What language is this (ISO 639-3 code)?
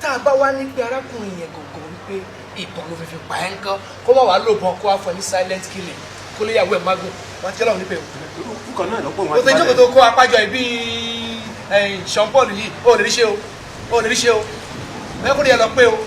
yor